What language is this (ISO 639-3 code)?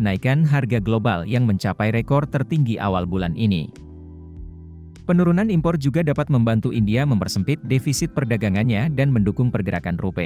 ind